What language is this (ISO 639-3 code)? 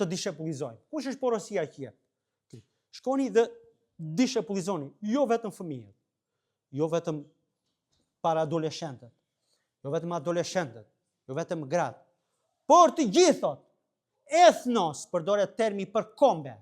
sqi